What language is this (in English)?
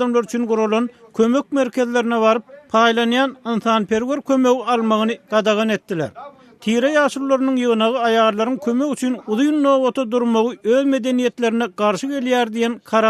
Turkmen